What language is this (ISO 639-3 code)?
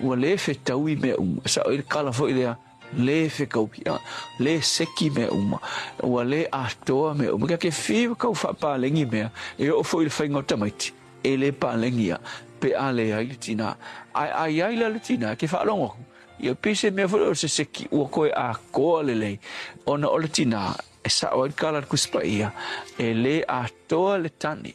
smo